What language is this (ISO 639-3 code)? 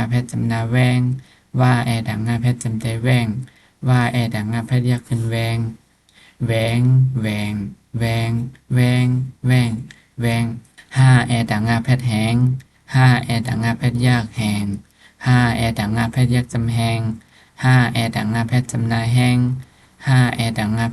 shn